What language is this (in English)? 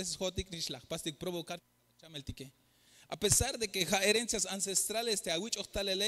Tzeltal